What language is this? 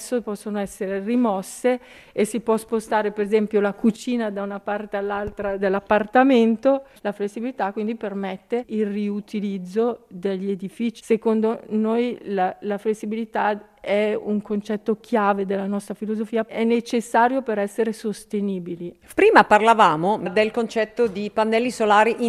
Italian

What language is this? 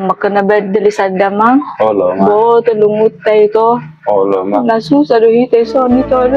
Batak Toba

